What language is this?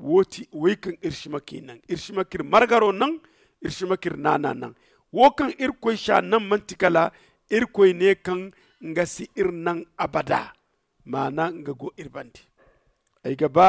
Zarma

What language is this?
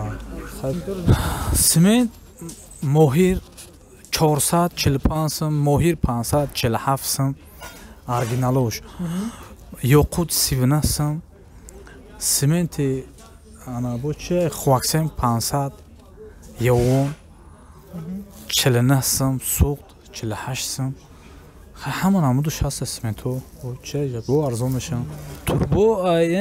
Tajik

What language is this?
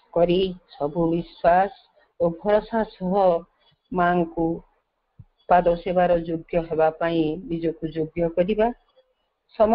Odia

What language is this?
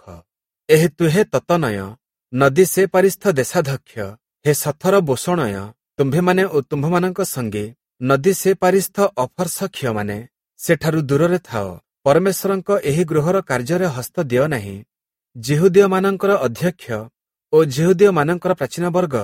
Odia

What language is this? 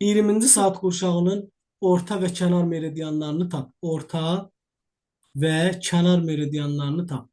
Azerbaijani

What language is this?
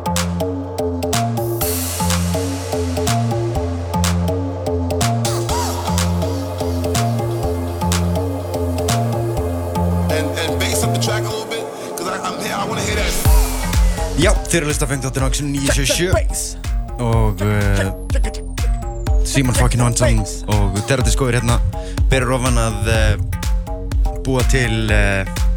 Icelandic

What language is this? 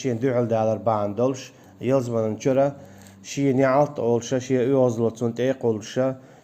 Chechen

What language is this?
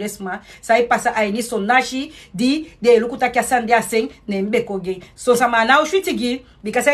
Sranan Tongo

